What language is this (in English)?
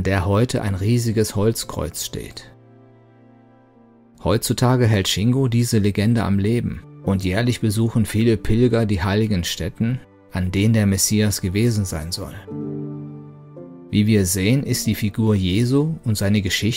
German